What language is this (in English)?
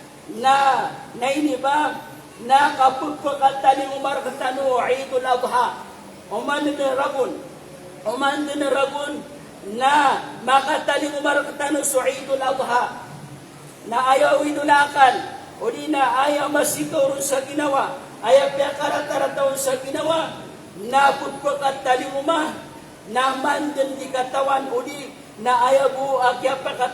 Maranao